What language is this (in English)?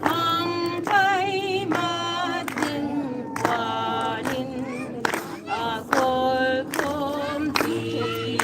Paite Chin